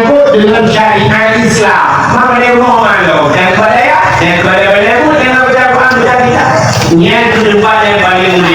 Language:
Achinese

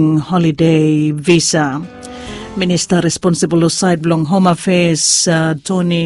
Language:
Bislama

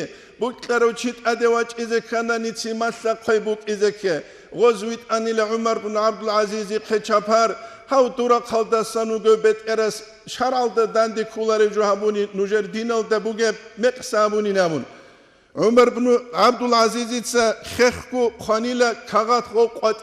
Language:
Avaric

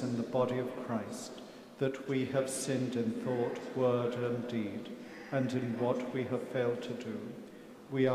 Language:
English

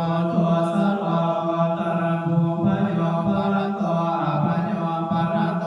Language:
Pali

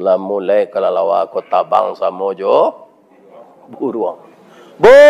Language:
Minangkabau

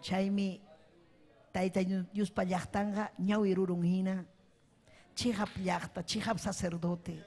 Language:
Ayacucho Quechua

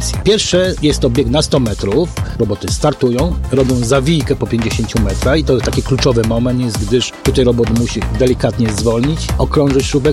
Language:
Polish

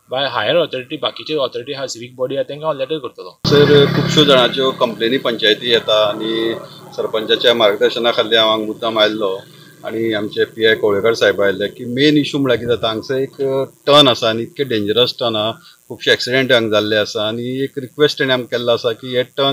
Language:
Konkani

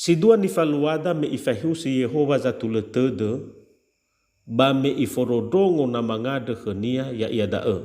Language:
Nias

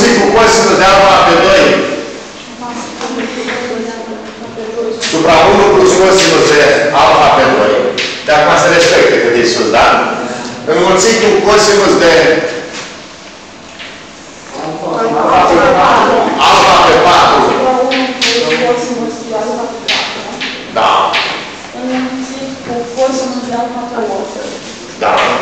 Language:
Romanian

